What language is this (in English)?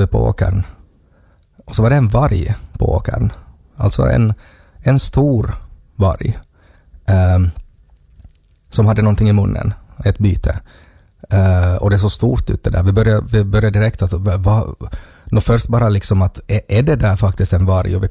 Swedish